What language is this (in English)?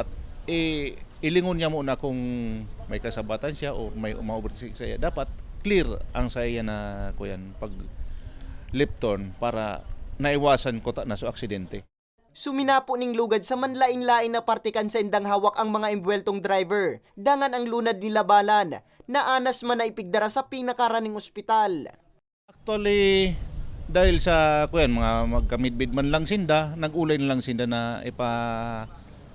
Bikol